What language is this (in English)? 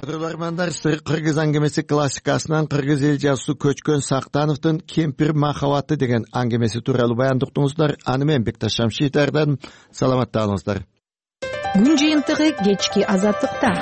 Kyrgyz